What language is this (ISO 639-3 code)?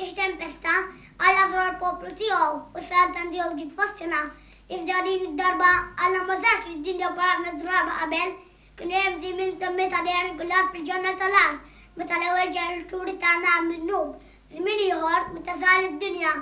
mlt